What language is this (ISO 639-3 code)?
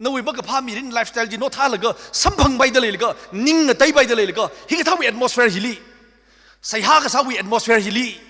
nmf